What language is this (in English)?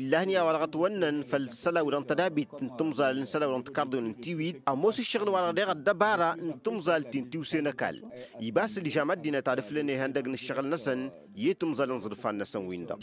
Tamasheq